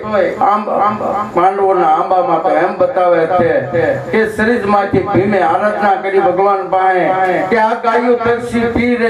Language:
Gujarati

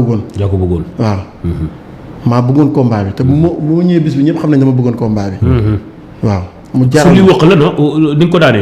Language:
Wolof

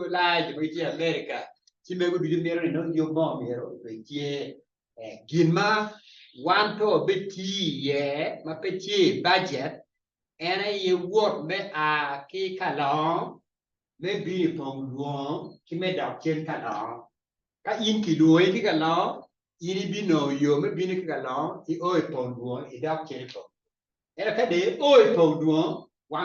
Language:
Acoli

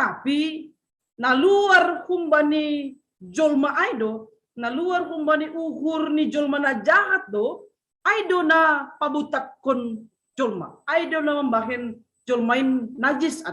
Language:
Batak Simalungun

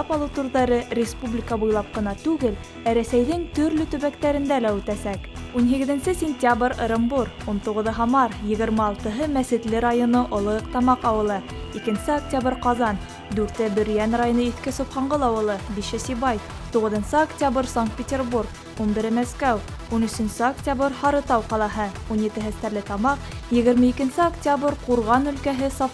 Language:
Bashkir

